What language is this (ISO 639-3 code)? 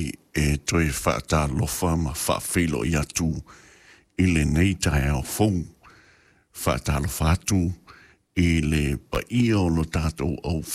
smo